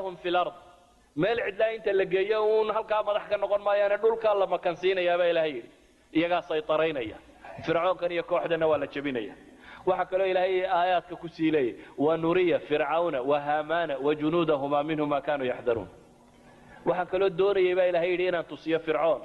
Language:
Somali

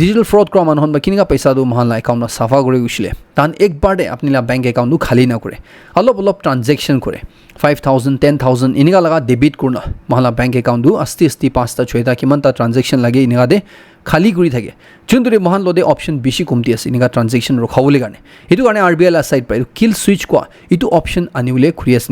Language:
Naga Pidgin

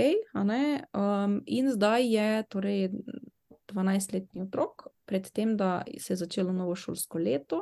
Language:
Slovenian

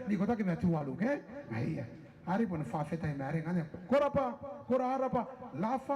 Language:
Gilbertese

